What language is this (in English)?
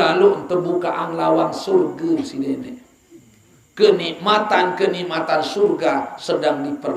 Sasak